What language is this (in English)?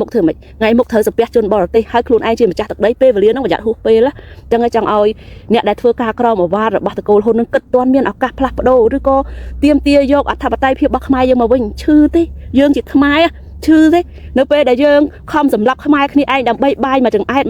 Khmer